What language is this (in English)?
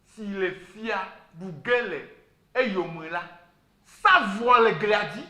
Ewe